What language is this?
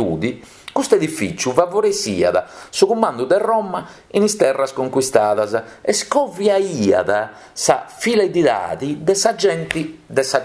Sardinian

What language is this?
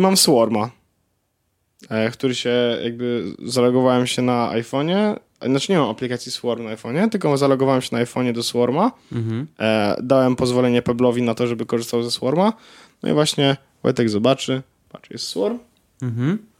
Polish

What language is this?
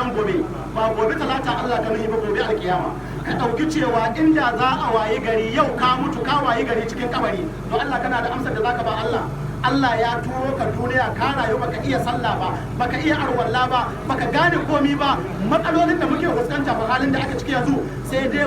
Hausa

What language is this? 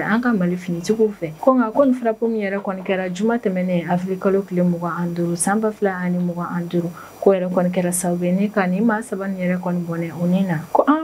Bambara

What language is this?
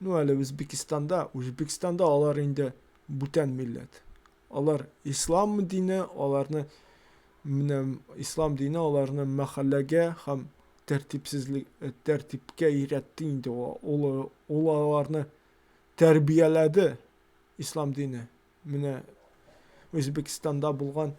Tatar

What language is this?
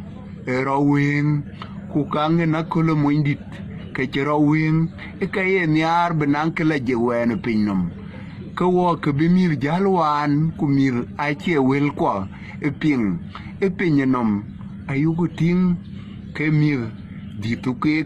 Dinka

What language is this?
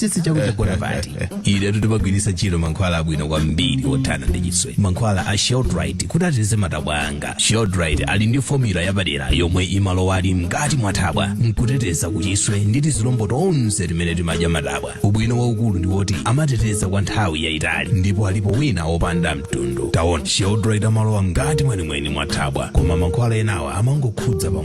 Nyanja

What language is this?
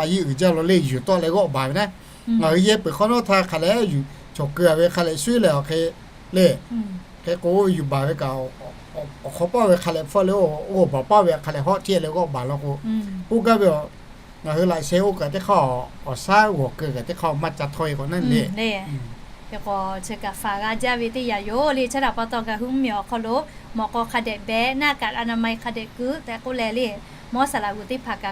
Lahu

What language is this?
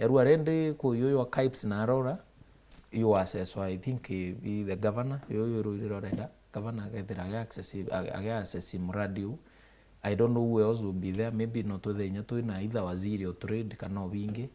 Meru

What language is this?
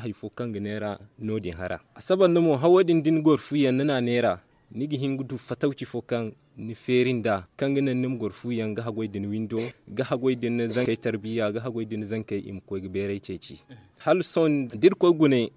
Zarma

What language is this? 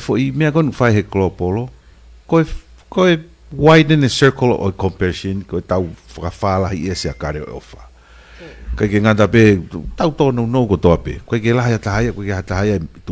Tongan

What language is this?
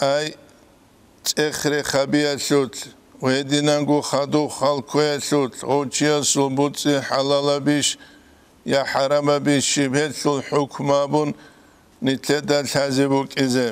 Avaric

